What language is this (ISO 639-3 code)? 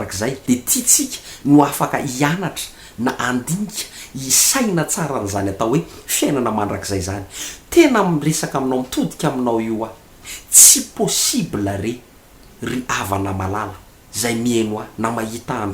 mlg